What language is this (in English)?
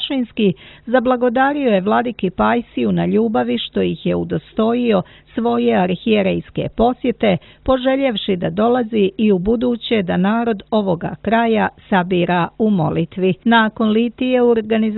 Serbian